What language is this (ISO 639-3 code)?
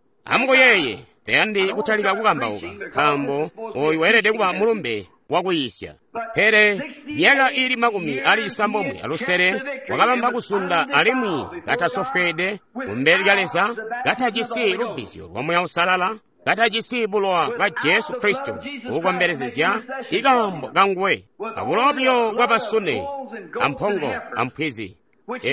toi